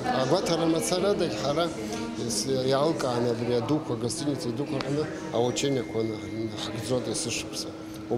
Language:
Abkhazian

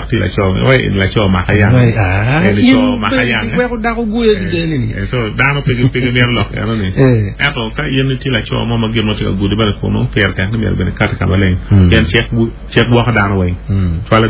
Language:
Acoli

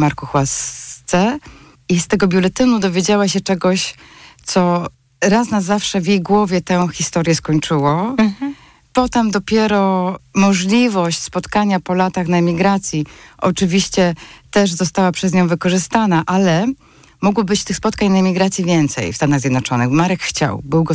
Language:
Polish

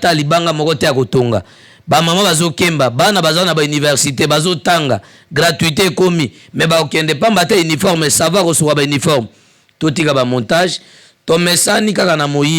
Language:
Lingala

